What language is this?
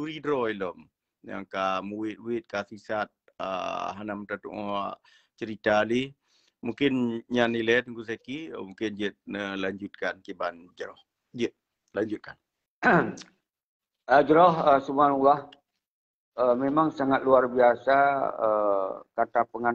Achinese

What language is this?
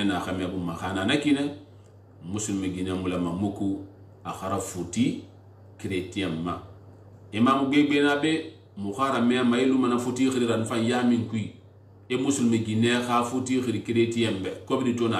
Susu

